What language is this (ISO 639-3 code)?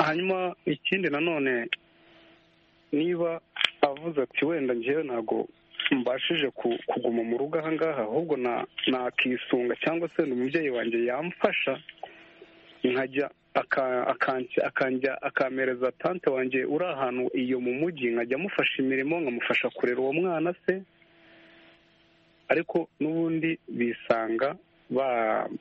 kin